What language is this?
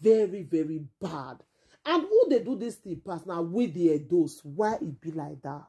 Nigerian Pidgin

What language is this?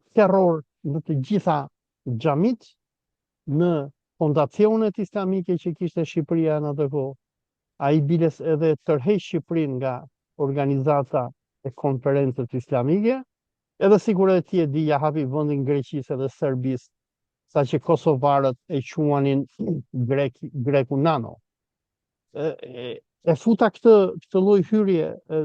Albanian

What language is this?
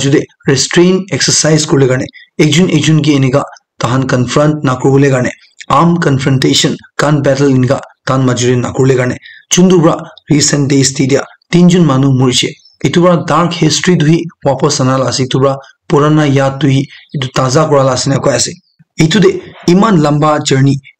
Naga Pidgin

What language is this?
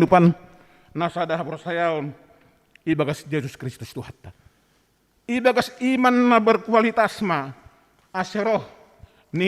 Batak Simalungun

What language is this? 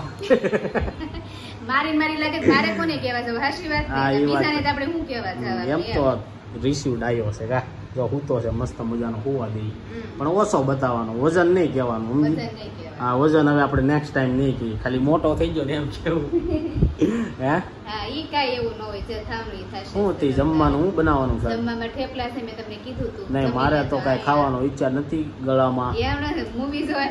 Gujarati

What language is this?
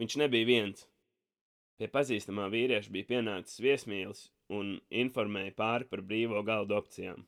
Latvian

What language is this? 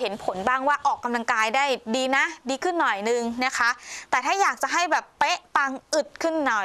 Thai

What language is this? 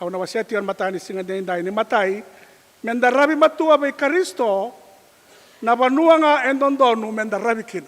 Fijian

